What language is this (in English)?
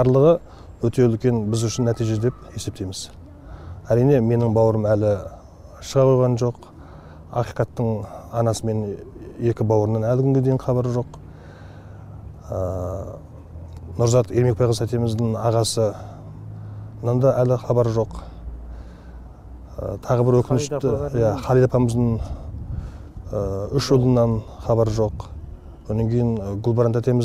Kazakh